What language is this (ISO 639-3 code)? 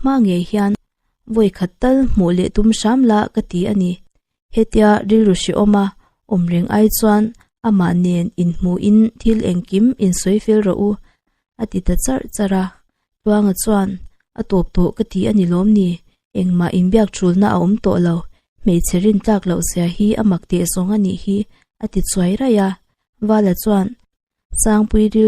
lus